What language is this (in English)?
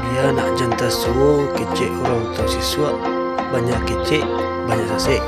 Minangkabau